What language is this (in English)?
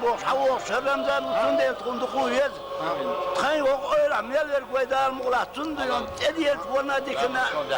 Chechen